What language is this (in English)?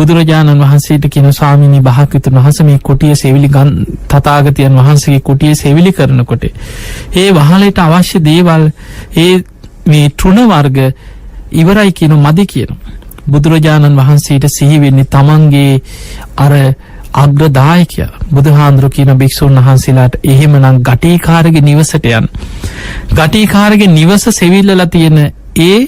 Sinhala